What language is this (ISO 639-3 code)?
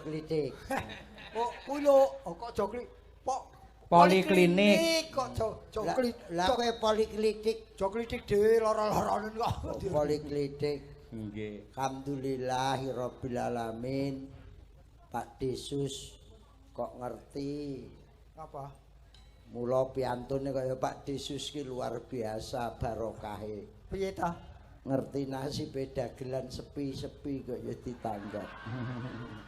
jav